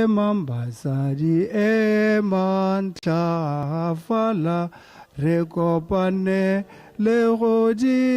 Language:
Tswana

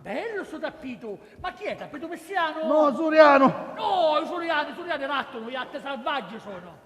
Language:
Sicilian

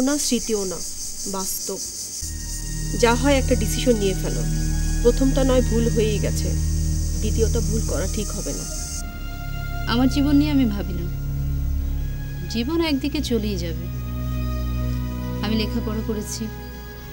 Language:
Bangla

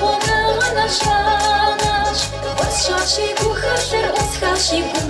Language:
Kabardian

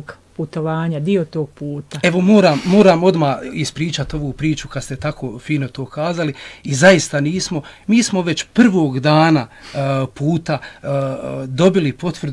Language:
Bosnian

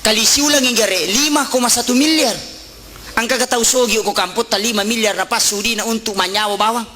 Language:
Buginese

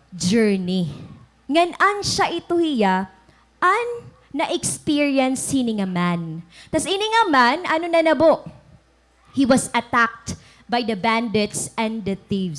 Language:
Waray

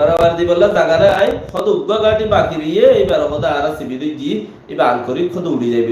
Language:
Rohingya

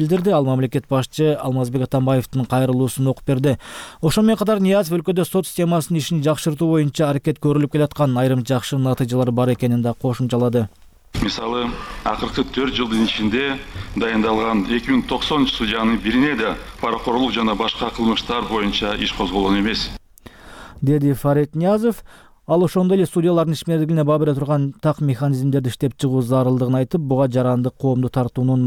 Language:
Kyrgyz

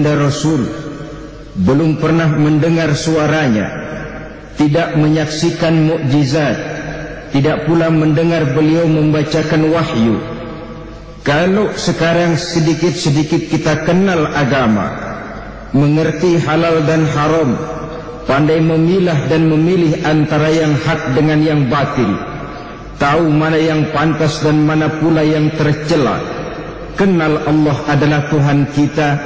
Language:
Indonesian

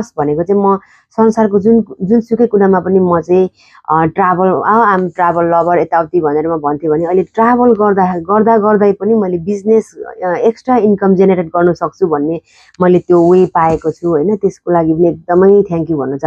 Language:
Nepali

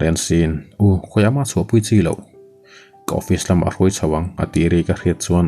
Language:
Mizo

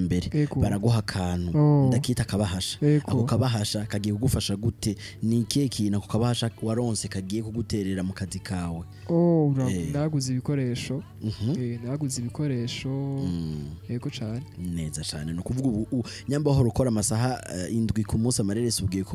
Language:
Rundi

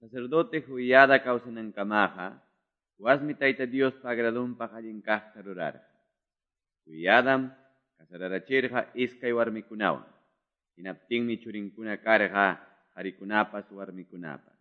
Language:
Quechua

